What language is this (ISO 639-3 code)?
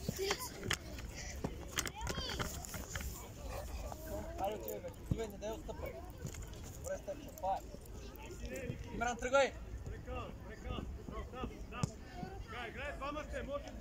bul